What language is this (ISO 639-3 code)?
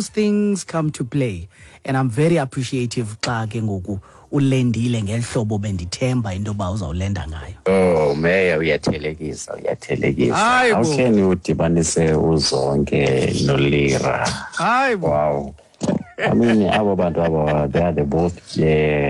xho